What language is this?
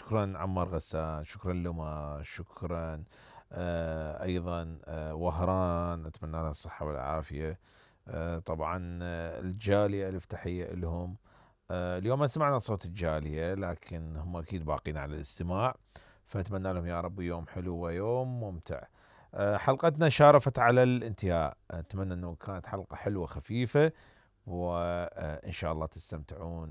Mesopotamian Arabic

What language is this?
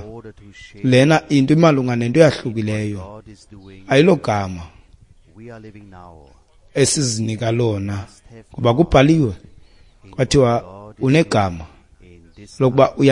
Xhosa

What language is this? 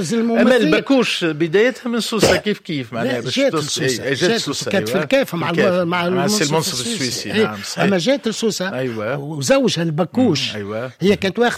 Tunisian Arabic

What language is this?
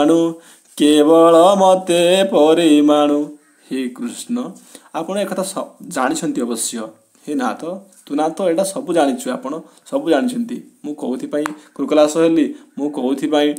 Odia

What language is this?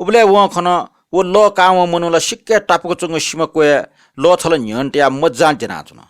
Newari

